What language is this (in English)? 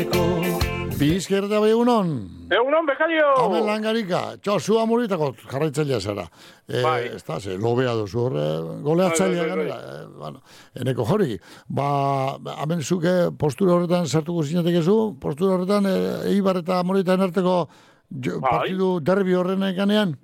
Basque